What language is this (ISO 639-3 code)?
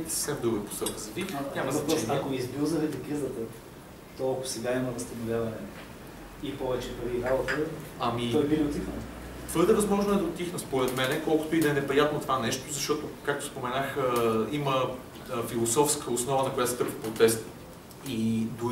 bul